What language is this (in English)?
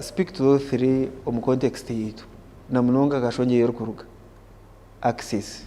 Nyankole